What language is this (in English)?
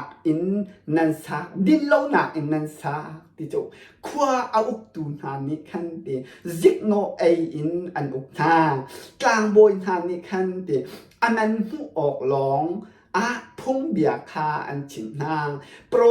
Hakha Chin